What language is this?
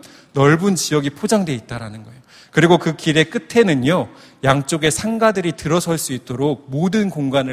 Korean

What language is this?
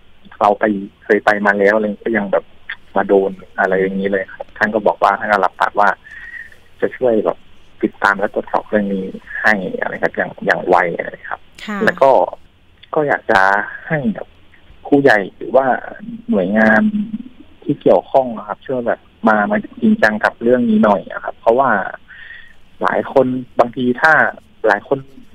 Thai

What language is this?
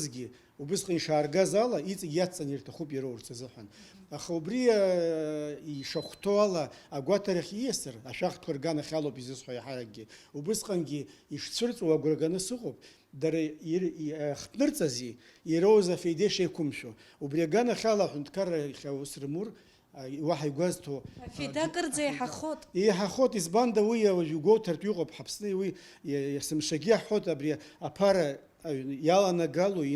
Abkhazian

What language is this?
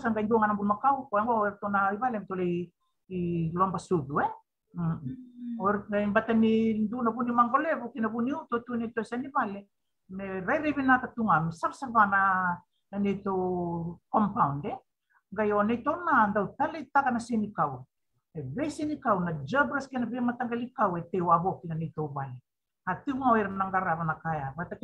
Fijian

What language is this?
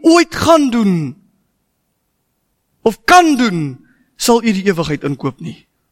Afrikaans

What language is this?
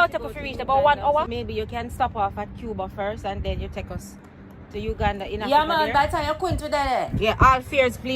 Jamaican Creole English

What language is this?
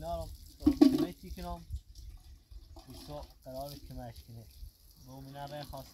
Persian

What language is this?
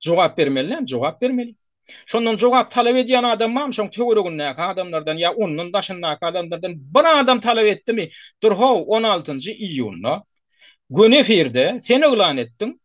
Turkmen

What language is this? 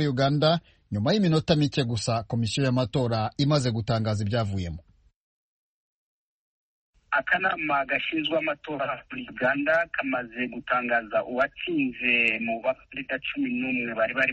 Kinyarwanda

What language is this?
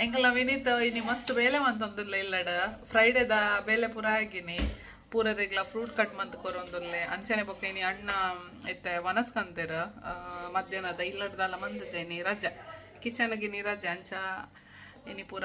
Tulu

